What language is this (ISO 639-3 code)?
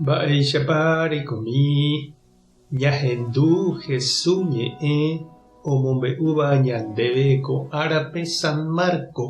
grn